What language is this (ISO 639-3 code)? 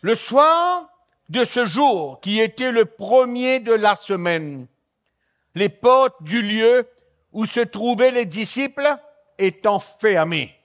mfe